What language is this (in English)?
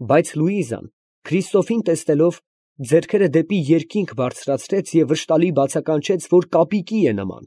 Armenian